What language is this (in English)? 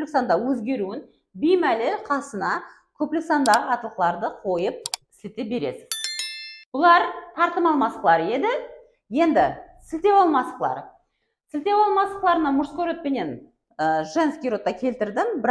Kara-Kalpak